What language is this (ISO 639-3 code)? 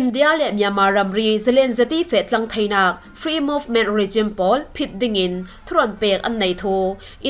cfm